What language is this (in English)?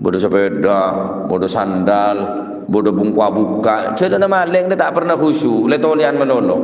Madurese